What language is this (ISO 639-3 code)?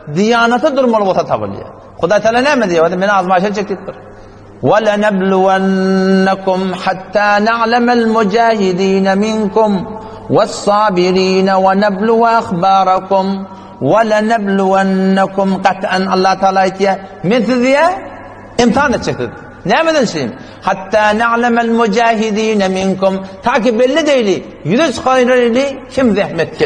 tuk